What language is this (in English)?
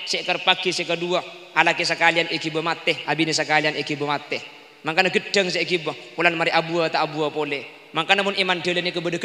Madurese